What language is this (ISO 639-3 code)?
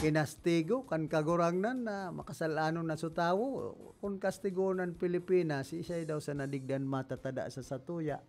bik